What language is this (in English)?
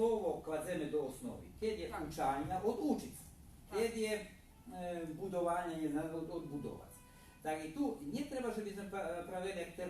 Rusyn